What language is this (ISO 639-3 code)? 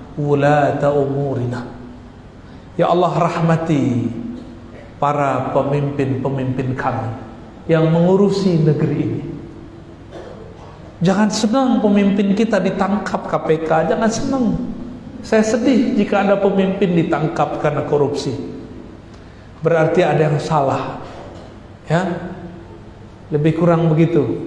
ind